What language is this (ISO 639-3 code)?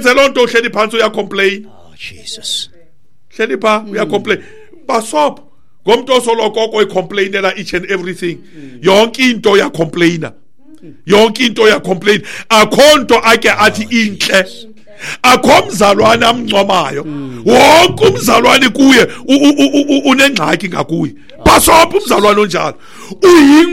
xho